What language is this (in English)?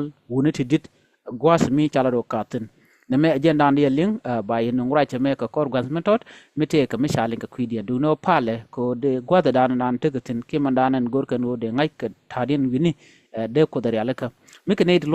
Nuer